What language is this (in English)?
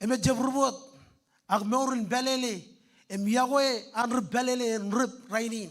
Marshallese